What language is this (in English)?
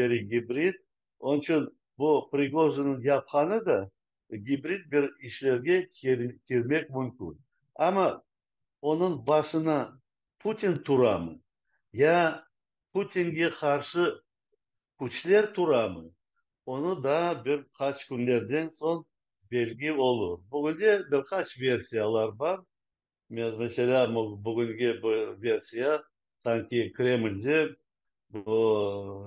Crimean Tatar